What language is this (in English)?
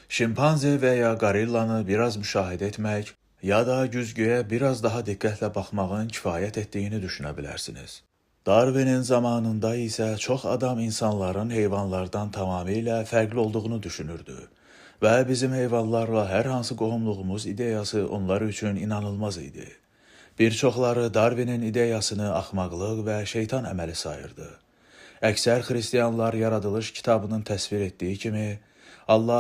Azerbaijani